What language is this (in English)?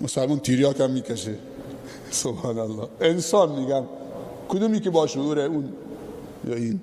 Persian